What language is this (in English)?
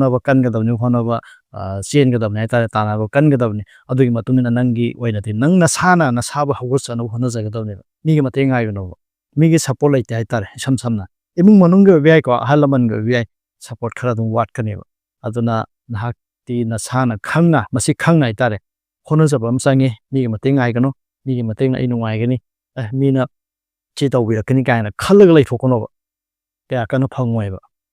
Manipuri